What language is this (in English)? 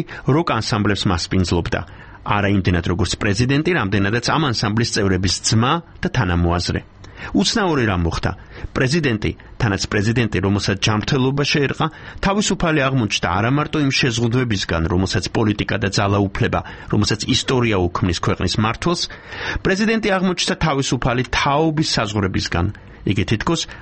Georgian